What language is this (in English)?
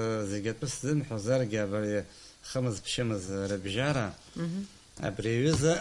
Abkhazian